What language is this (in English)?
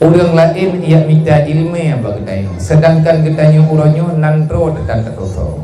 Achinese